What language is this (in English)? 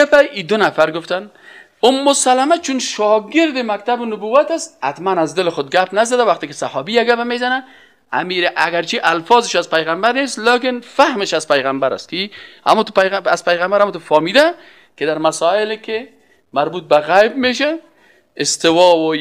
Persian